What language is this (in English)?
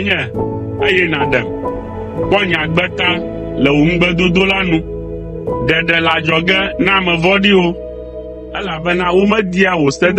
Ewe